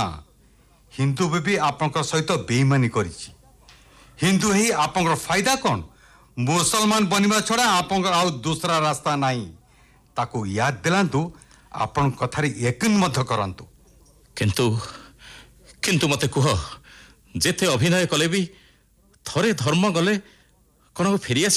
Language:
Odia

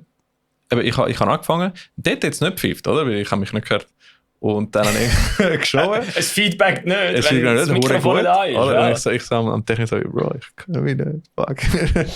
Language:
Swiss German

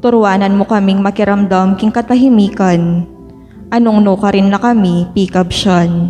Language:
Pampanga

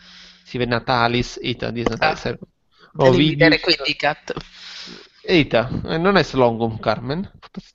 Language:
Latin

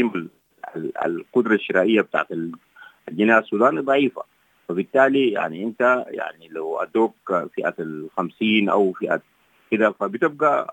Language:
Sudanese Arabic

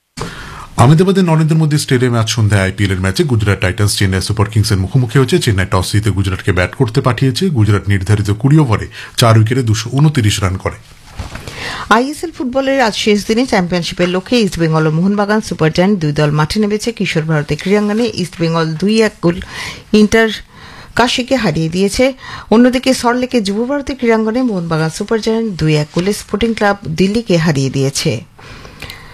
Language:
Bangla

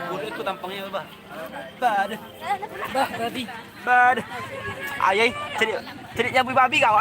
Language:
Minangkabau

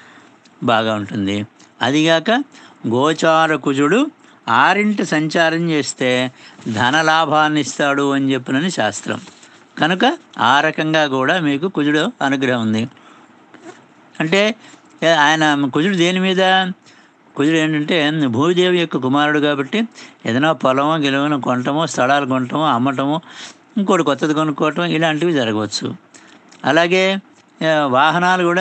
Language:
Telugu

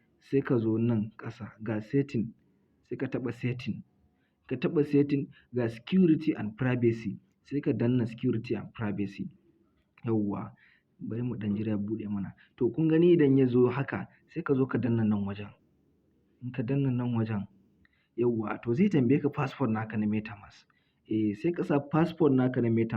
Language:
Hausa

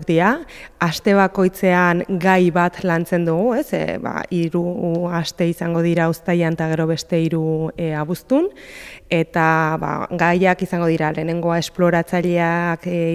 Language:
Basque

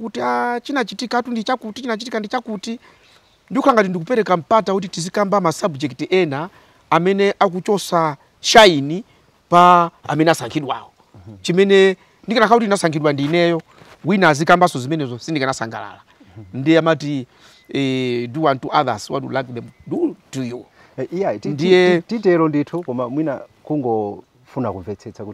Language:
Nyanja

